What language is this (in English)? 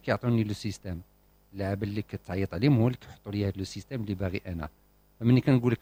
Moroccan Arabic